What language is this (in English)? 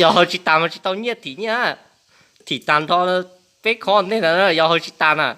Hmong